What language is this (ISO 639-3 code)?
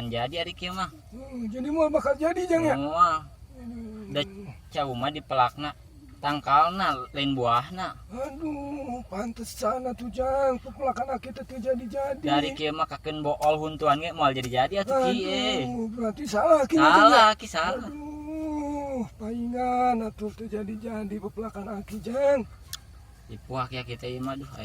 sun